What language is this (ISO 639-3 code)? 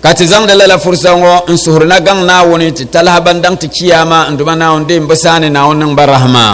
dag